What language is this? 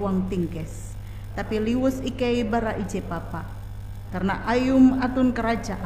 Ngaju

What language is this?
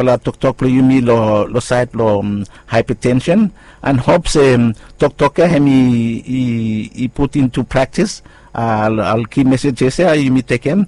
Bislama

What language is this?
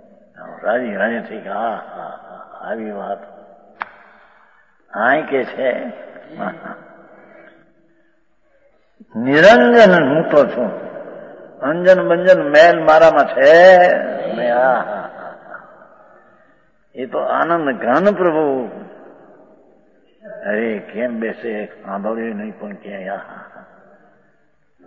Gujarati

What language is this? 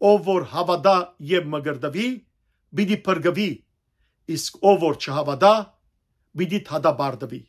Western Armenian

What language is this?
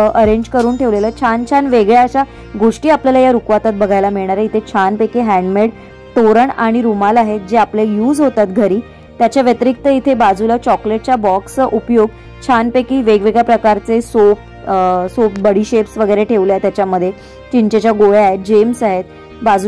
Marathi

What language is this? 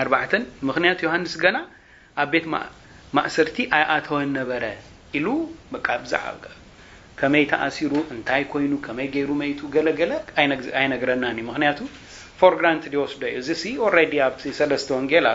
Tigrinya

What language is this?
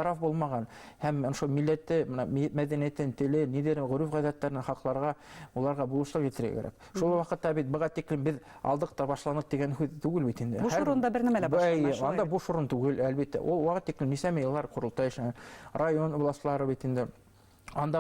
Bashkir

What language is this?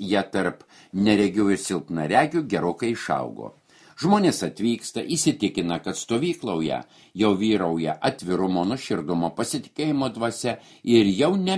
Lithuanian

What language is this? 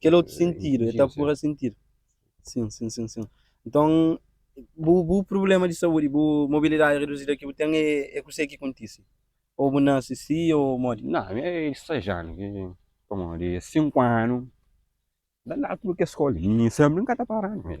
Kabuverdianu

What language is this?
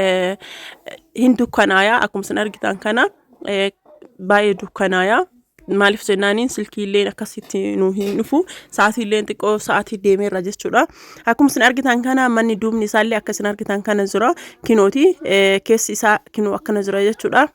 Oromo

